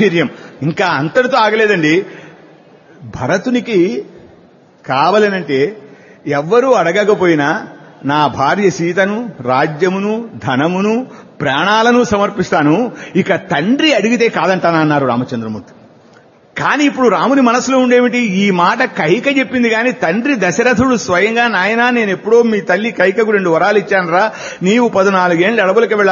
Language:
Telugu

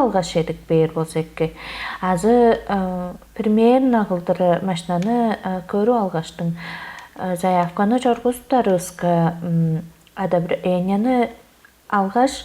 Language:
Tuvinian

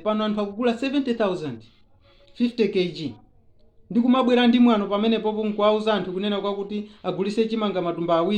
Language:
Nyanja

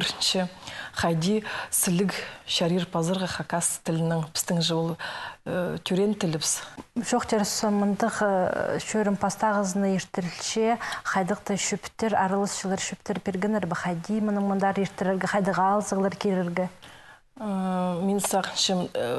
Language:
Khakas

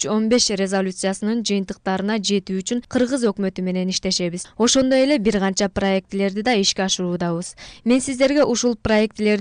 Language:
Kyrgyz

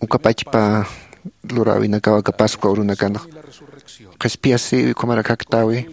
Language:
Aymara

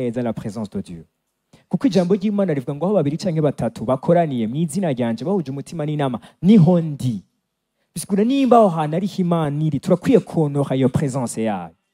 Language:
Rundi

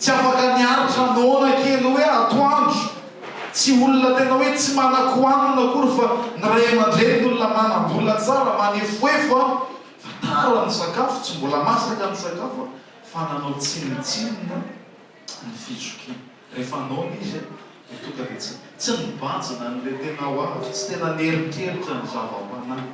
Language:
Malagasy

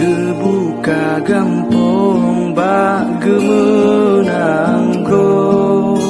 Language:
Achinese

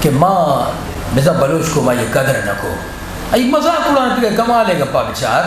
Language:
Eastern Balochi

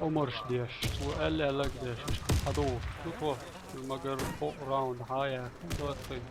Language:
Chechen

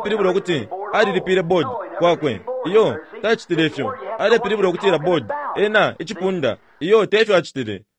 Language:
Bemba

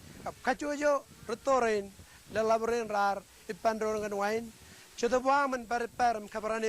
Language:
Marshallese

